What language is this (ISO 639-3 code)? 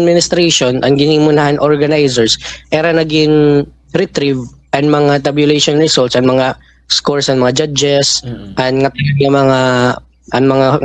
war